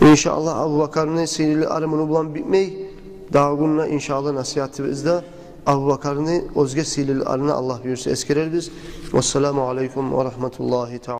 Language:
Kumyk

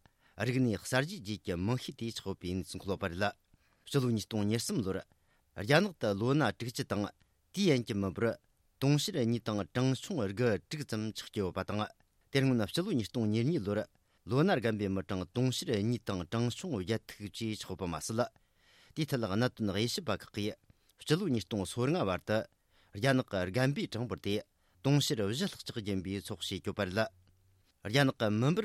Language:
Tibetan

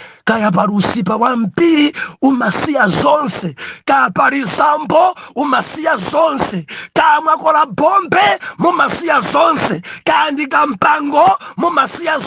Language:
Nyanja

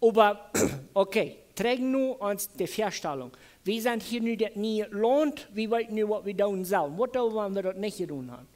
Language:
Plautdietsch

